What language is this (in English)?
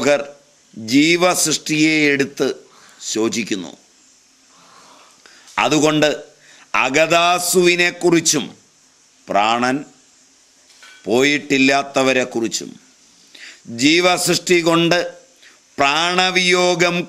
Malayalam